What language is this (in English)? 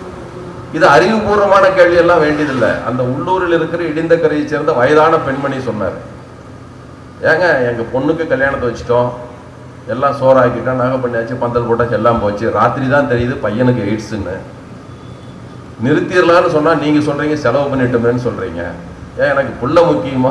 Tamil